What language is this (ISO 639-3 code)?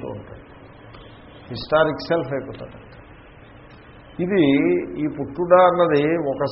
tel